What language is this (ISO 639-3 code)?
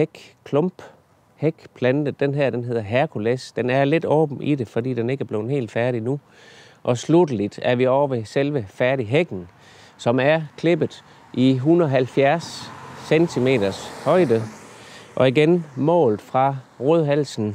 dan